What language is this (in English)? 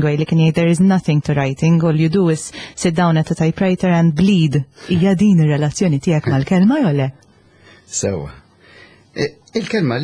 Maltese